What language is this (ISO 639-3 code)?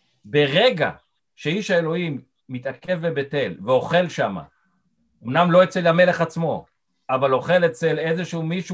heb